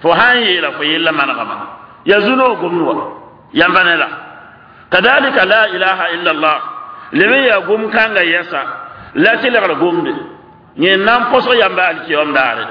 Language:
Mossi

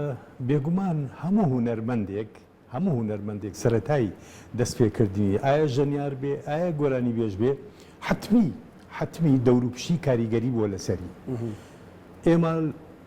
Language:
Central Kurdish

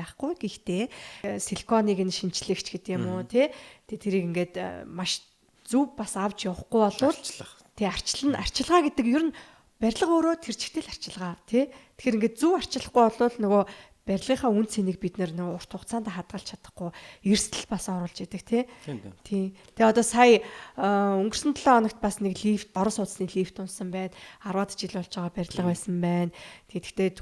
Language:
Mongolian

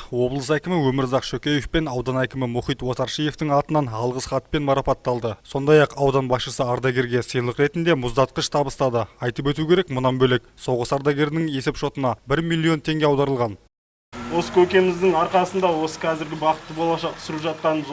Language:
Kazakh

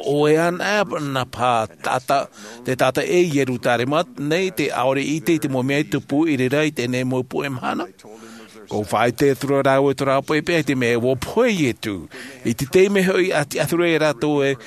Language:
Tahitian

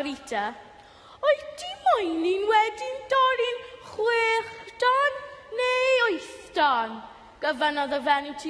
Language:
Welsh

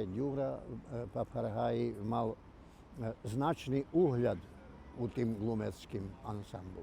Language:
Rusyn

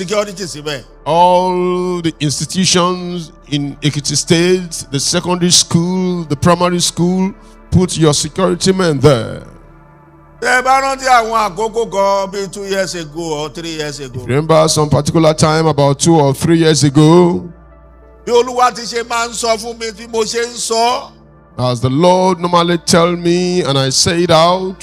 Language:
Yoruba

